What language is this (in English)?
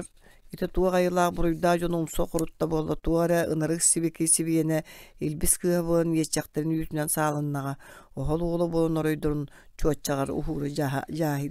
Yakut